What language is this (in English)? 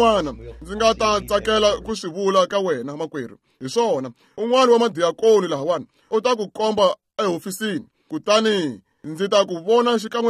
Tsonga